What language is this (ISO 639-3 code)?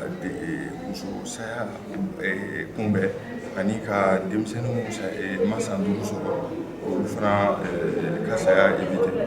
bam